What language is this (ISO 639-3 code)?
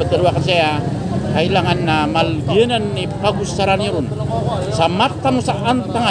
mrw